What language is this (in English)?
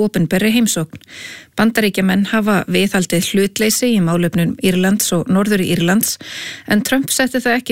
Icelandic